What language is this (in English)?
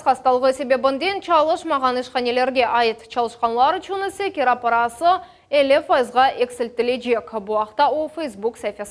Crimean Tatar